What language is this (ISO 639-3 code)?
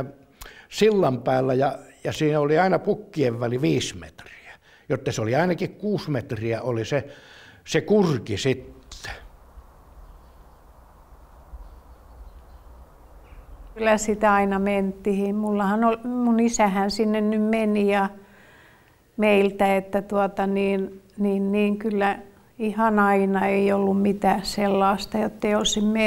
fin